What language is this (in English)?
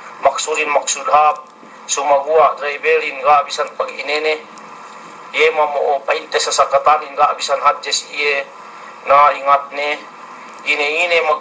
Yakan